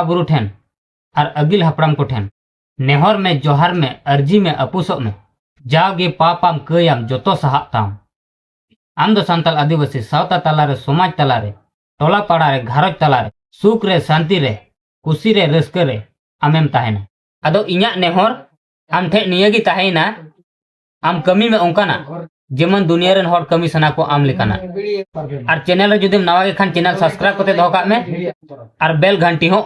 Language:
Santali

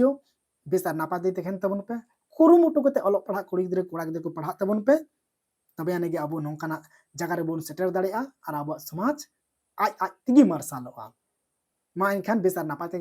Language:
Santali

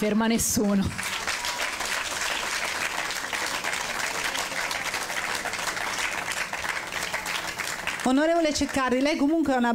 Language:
Italian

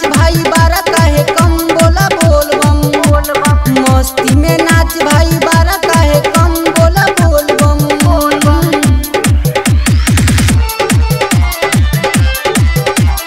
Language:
Bhojpuri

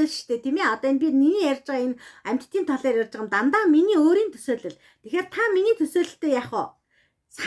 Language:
Mongolian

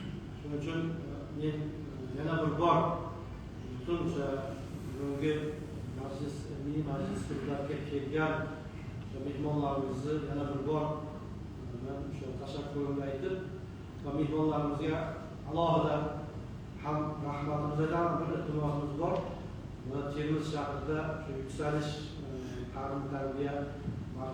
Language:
Uzbek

